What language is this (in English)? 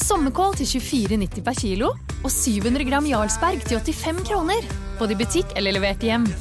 Norwegian